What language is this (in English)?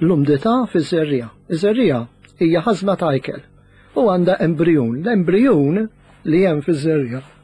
Maltese